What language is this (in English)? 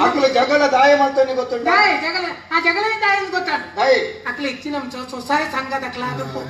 Tulu